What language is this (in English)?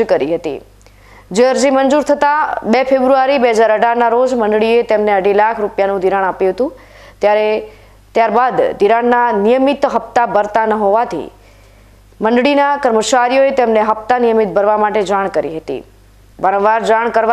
Gujarati